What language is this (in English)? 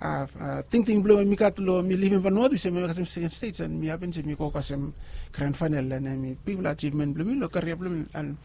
Bislama